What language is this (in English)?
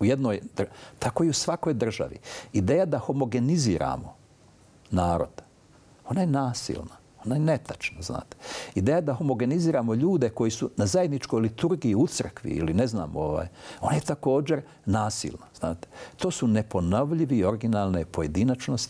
Bosnian